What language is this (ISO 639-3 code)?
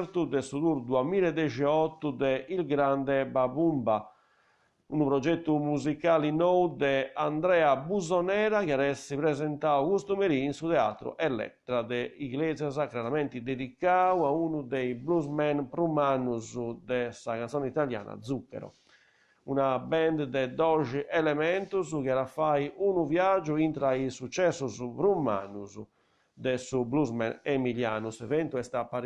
srd